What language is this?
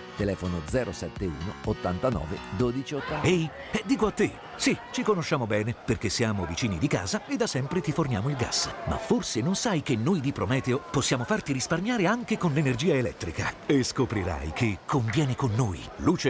Italian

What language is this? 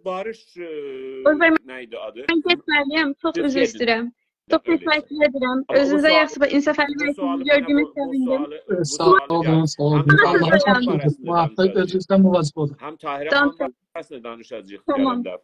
South Azerbaijani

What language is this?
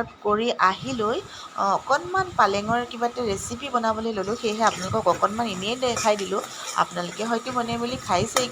Assamese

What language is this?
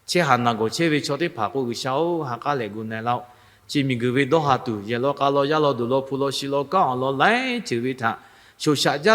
Lahu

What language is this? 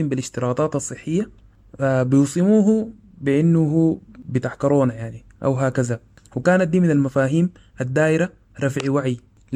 Sudanese Arabic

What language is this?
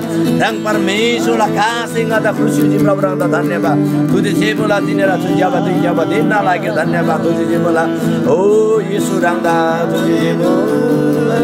Eastern Tamang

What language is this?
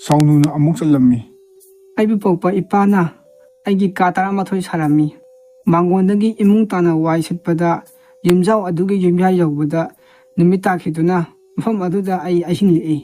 Manipuri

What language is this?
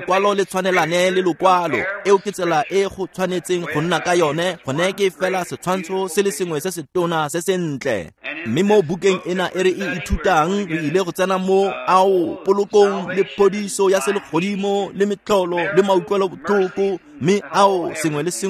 Tswana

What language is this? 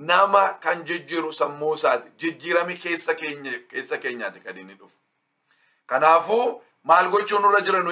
Oromo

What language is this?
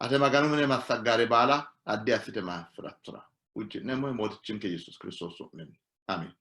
Sidamo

